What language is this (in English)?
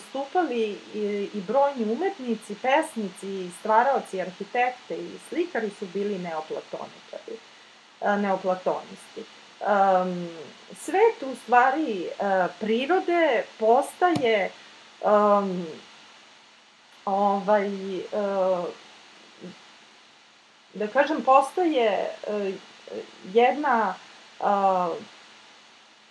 Serbian